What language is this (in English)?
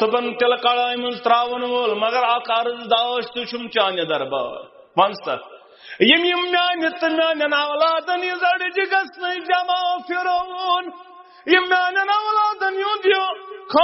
Kashmiri